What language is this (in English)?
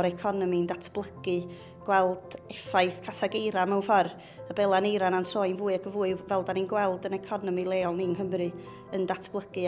Welsh